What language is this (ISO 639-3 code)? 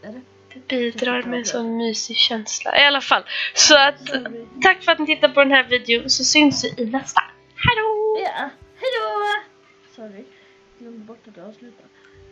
swe